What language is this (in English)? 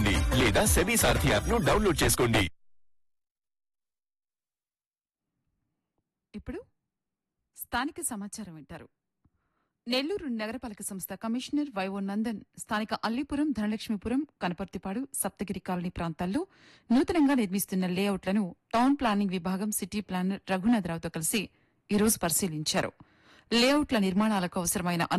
Telugu